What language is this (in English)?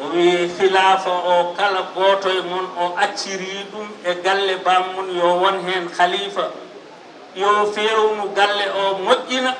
Fula